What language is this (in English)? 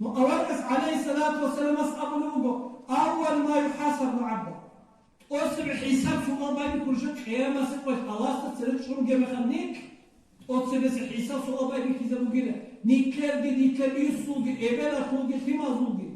Avaric